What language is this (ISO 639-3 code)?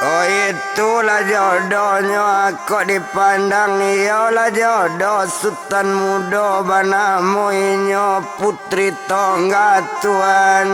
min